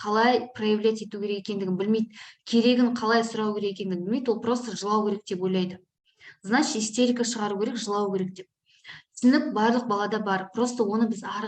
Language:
Kazakh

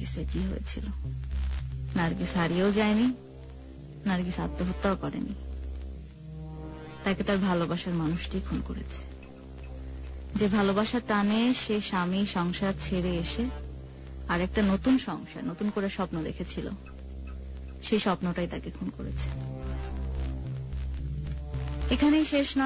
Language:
Bangla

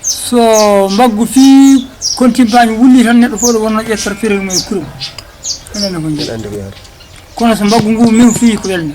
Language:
Fula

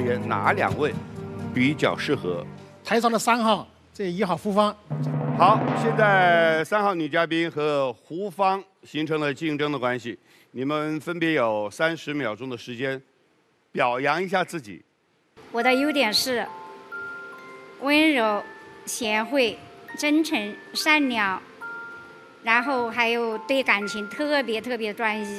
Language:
Chinese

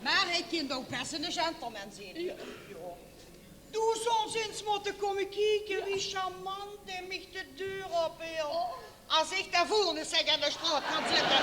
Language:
Limburgish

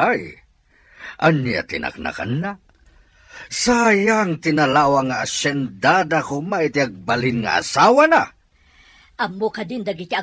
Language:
Iloko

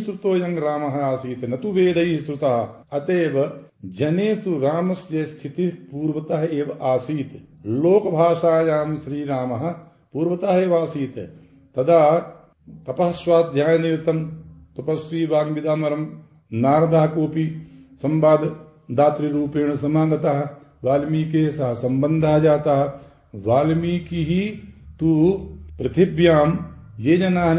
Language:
Sanskrit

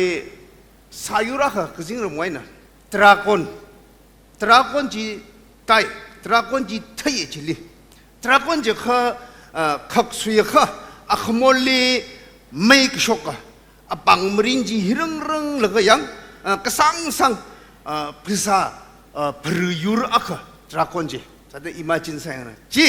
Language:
Tangkhul Naga (India)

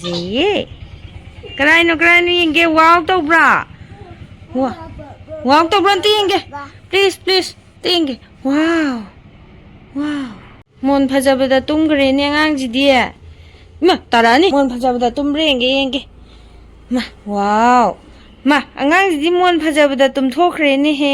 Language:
Manipuri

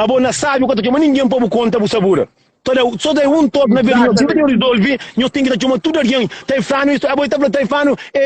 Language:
Kabuverdianu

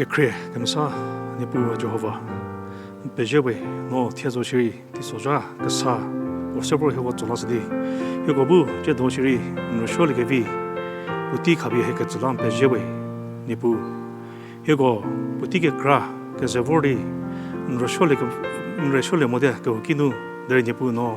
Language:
Angami Naga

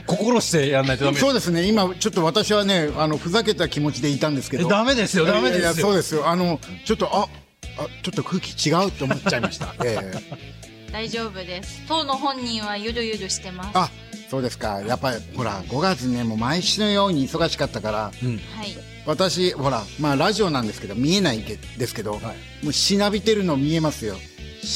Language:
Japanese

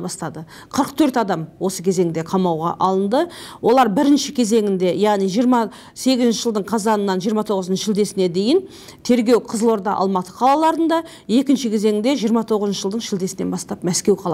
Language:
Kazakh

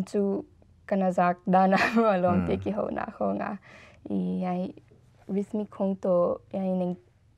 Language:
Paite Chin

